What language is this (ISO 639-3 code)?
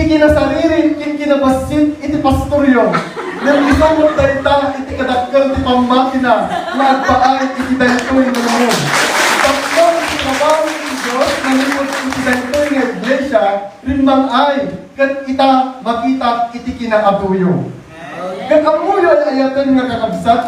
ilo